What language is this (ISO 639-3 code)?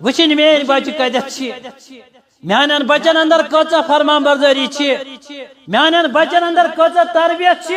kas